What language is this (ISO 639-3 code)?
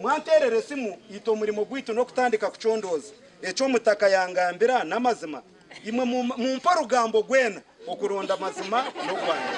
nyn